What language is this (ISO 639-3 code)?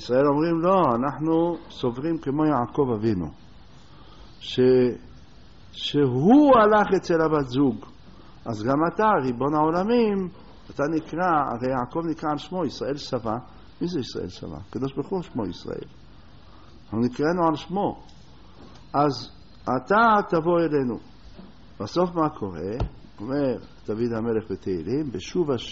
heb